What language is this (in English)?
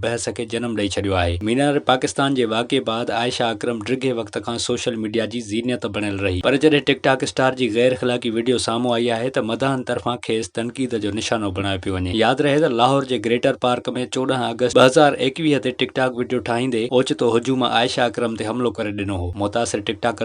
Sindhi